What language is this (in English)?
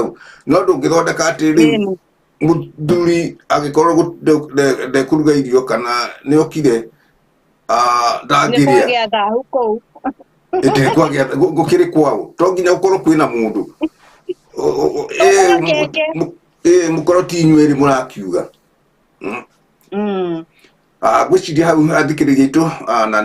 Kikuyu